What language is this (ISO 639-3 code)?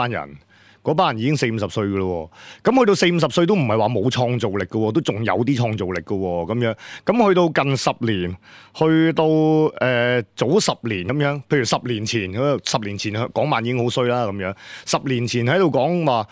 yue